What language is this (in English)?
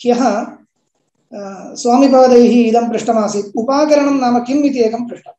Sanskrit